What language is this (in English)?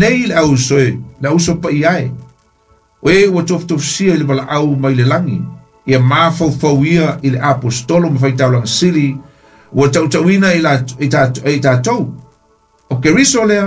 Samoan